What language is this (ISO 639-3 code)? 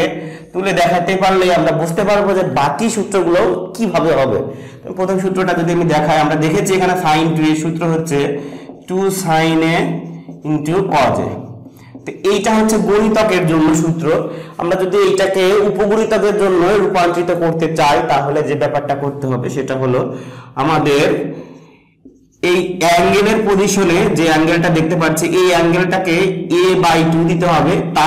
ben